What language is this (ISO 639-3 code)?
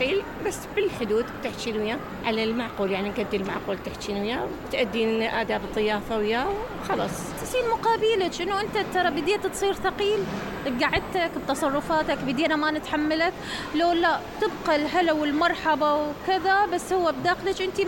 acm